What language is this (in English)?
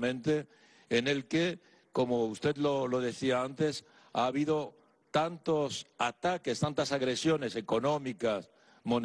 Spanish